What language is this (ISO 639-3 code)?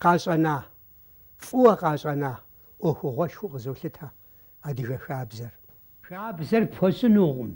kbd